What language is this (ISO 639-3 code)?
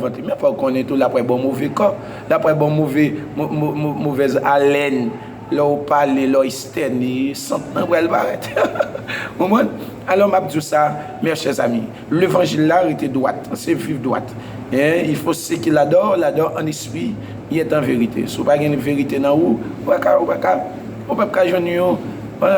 hat